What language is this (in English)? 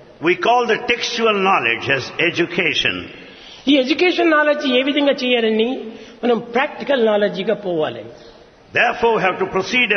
Telugu